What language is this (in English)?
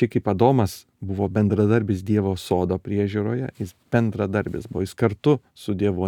Lithuanian